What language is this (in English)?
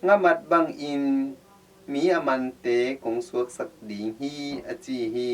Tedim Chin